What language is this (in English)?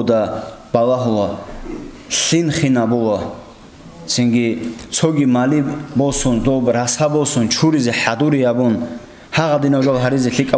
Avaric